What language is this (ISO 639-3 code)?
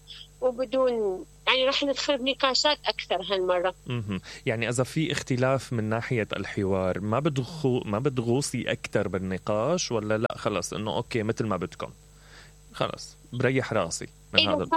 acm